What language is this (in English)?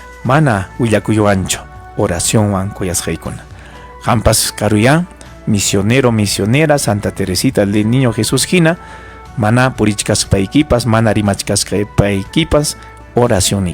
Ayacucho Quechua